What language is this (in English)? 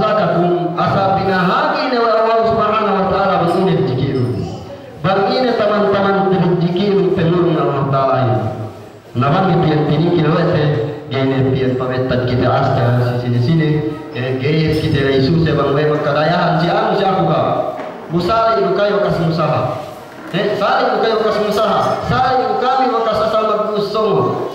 Yakan